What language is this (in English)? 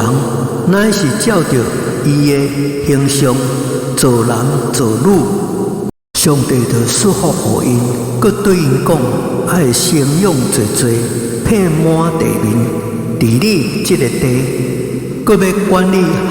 Min Nan Chinese